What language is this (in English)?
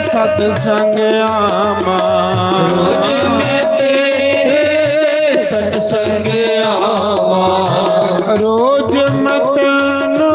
Dogri